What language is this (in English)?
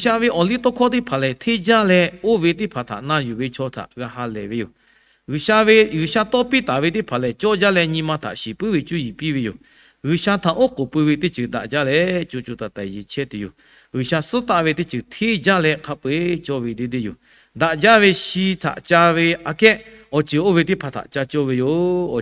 Lahu